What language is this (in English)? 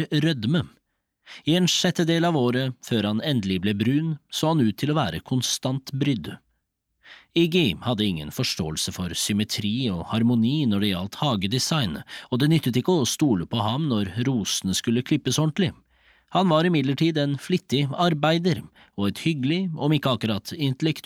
Norwegian